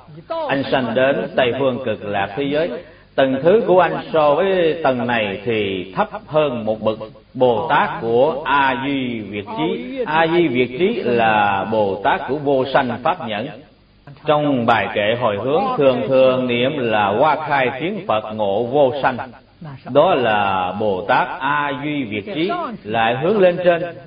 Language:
Vietnamese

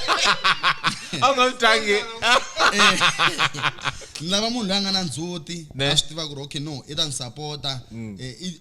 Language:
Tsonga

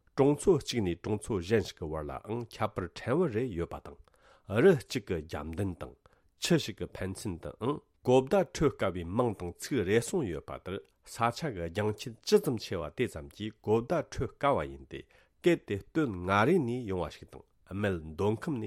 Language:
Tibetan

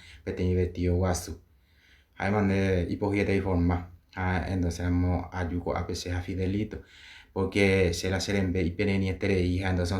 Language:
Guarani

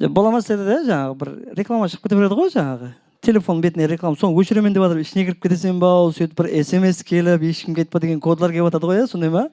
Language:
Kara-Kalpak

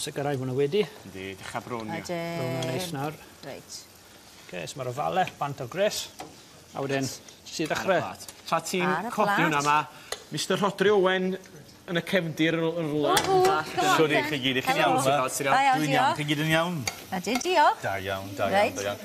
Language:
Welsh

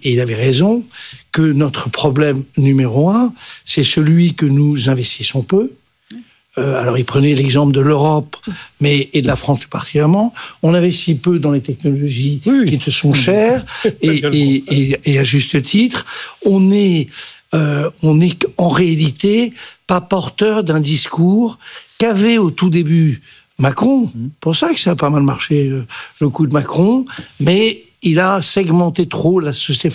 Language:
French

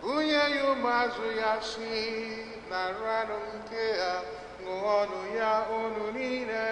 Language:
Igbo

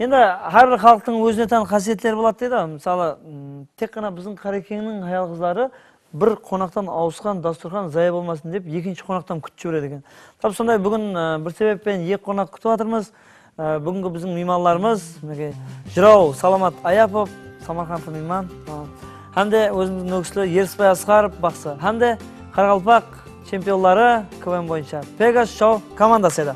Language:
Kara-Kalpak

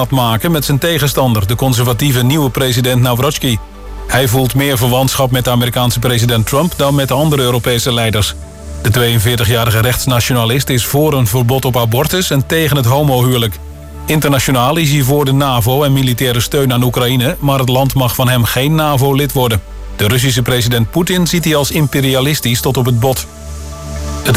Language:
Dutch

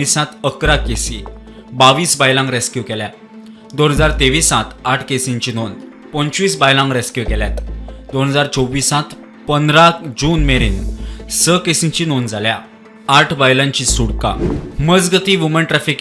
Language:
Konkani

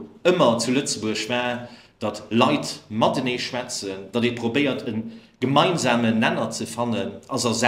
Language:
Luxembourgish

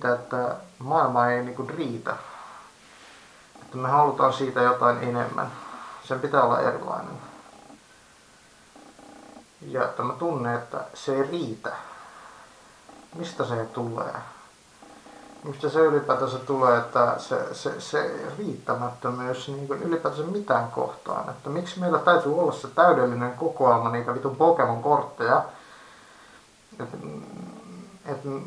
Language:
Finnish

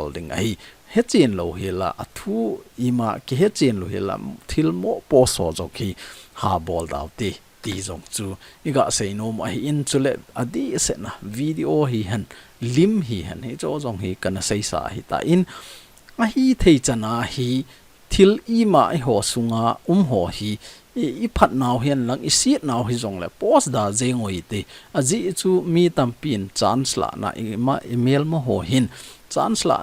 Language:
Thado Chin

